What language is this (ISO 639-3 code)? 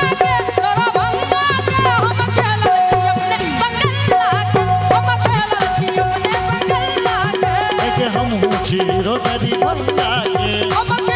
mai